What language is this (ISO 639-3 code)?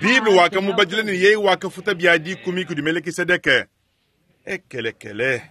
lua